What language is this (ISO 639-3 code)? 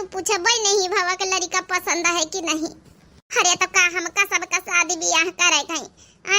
awa